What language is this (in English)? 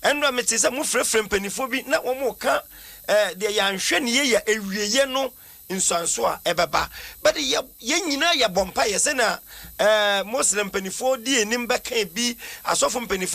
Akan